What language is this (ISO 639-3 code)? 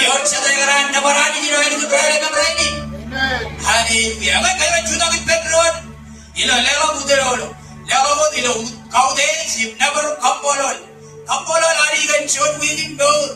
mah